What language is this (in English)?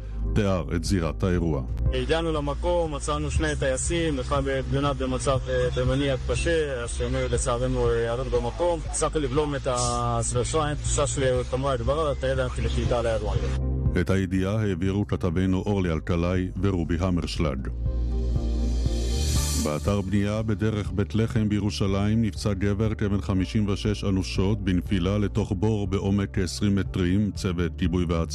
Hebrew